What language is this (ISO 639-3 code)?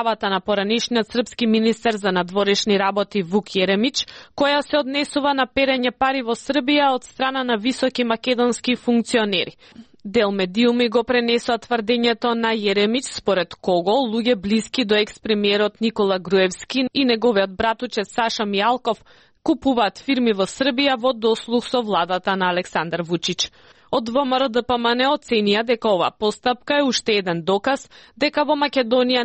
mkd